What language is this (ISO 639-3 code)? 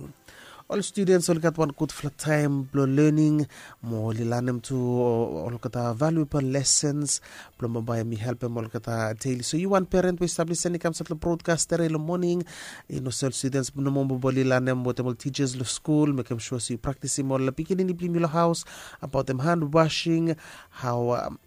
bis